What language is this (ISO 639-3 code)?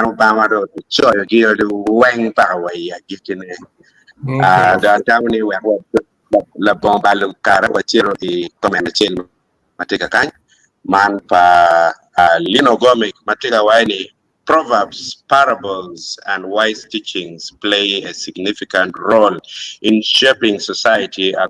ach